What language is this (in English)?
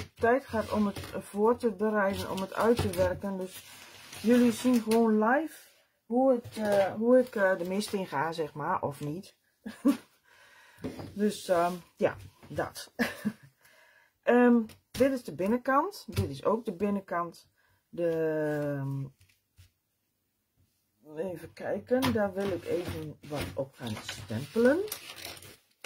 Dutch